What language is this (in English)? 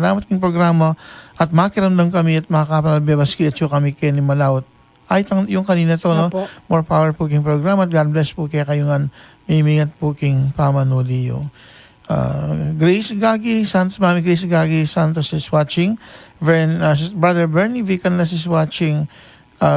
Pampanga